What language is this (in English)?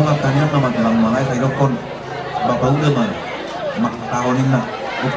Batak Toba